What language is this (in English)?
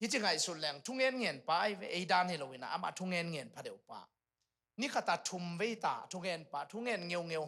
Tedim Chin